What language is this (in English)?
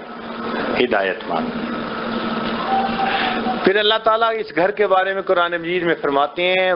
Urdu